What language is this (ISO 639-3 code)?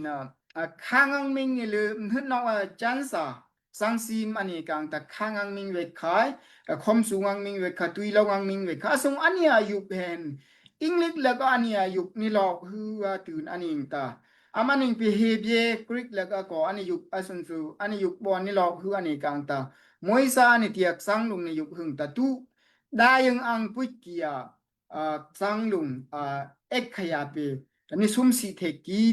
dao